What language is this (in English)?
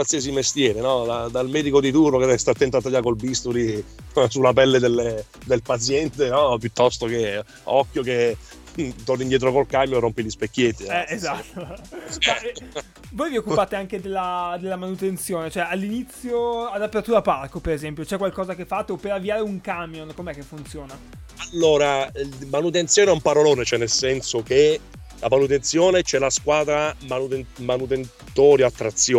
Italian